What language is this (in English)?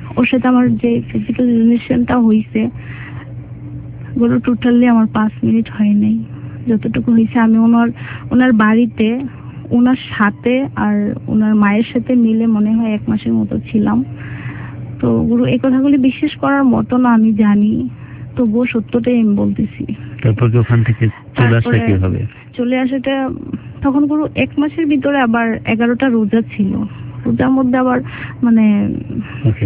Bangla